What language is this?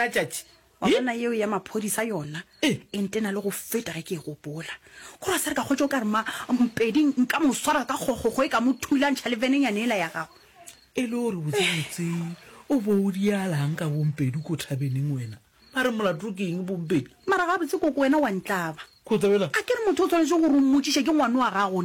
Northern Sotho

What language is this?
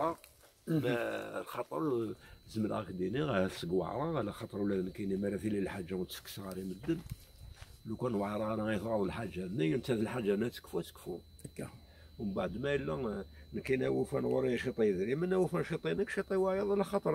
Kabyle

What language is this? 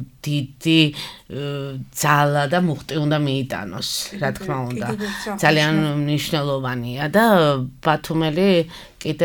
Georgian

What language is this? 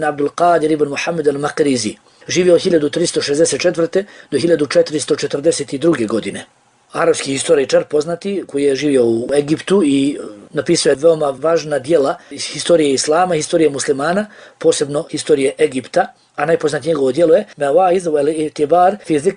Bosnian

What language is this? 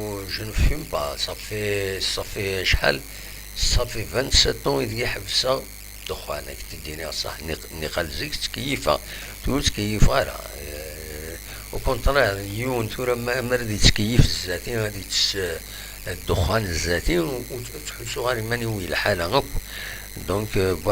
Kabyle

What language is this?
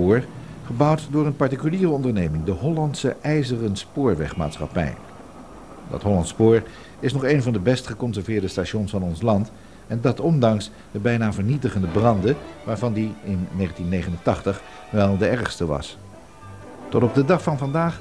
Dutch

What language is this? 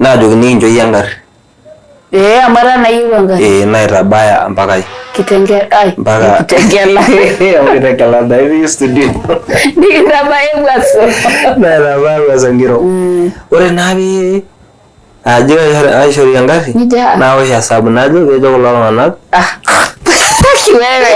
Masai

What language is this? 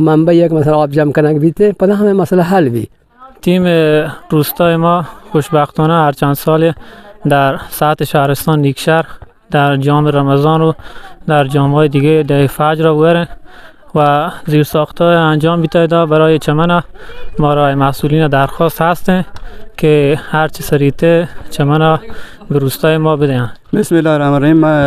Baluchi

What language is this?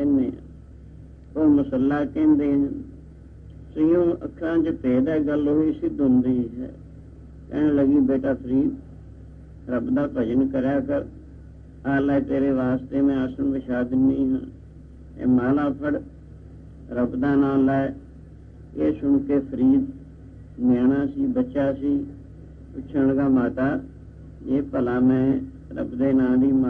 Punjabi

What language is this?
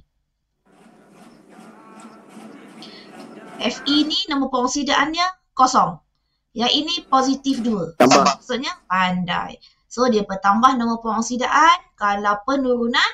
Malay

